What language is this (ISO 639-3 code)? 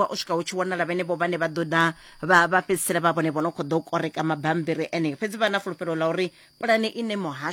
ven